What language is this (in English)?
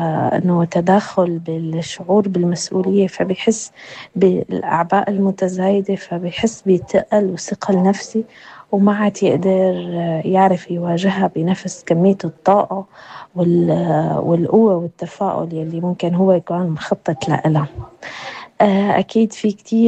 North Levantine Arabic